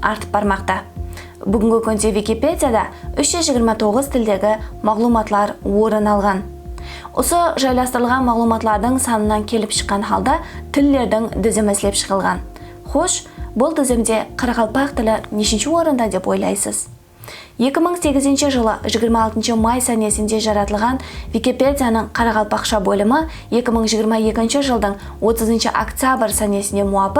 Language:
Kara-Kalpak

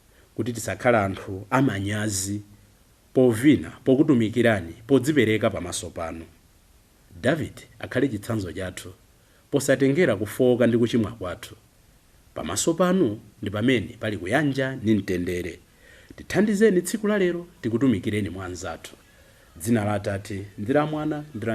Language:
Nyanja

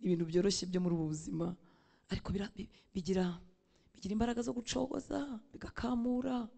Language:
Kinyarwanda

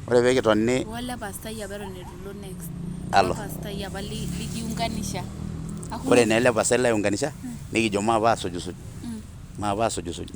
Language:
Masai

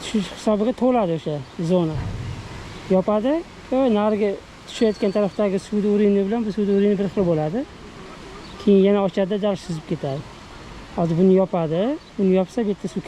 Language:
Uzbek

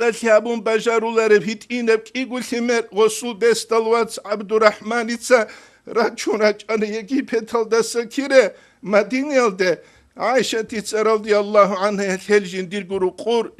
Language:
Avaric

